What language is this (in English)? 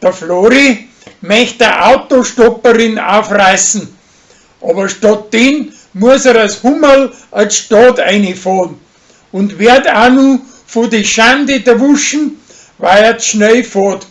Bavarian